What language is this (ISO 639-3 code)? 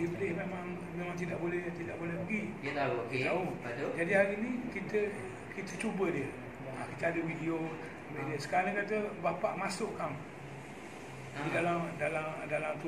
msa